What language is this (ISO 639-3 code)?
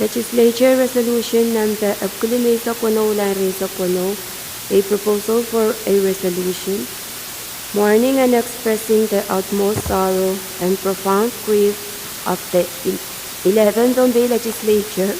pon